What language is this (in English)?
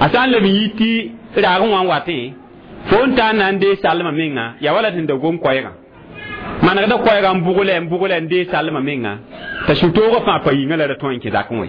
Mossi